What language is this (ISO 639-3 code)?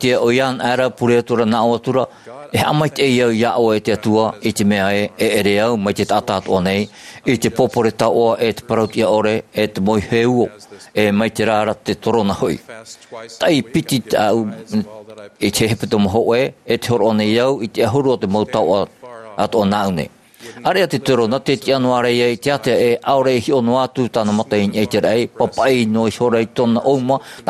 tah